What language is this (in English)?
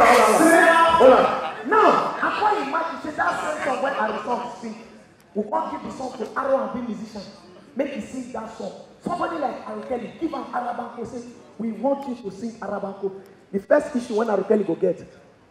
Nigerian Pidgin